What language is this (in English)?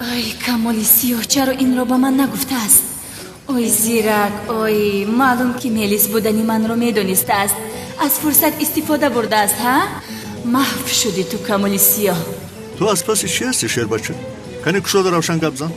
Tajik